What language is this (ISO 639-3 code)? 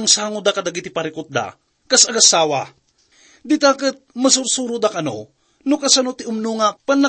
ilo